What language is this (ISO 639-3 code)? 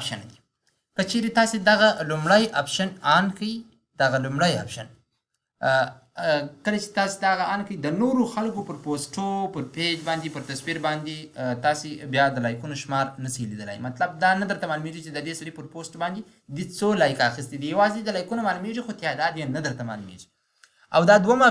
pus